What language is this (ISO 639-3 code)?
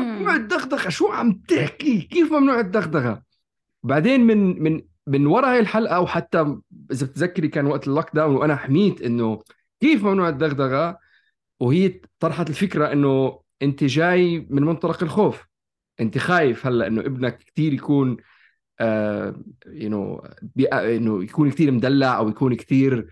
apc